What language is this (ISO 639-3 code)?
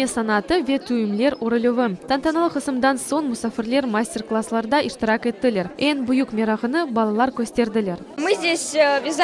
crh